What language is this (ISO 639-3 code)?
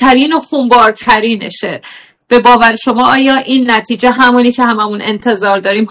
fas